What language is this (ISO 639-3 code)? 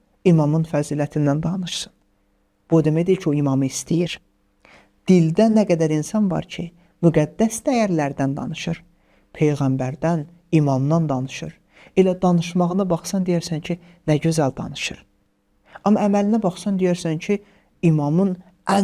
aze